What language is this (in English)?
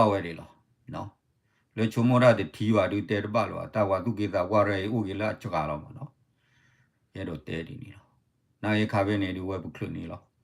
S'gaw Karen